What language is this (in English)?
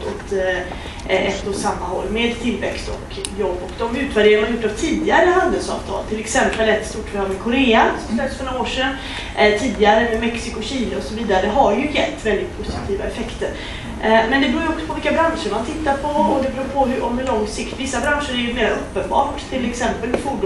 Swedish